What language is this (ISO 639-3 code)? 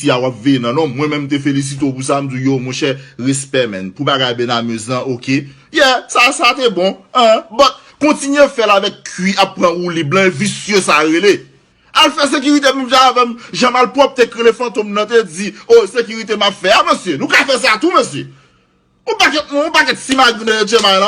hat